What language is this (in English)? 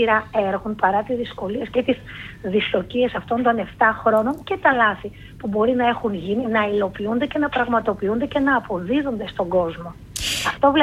Greek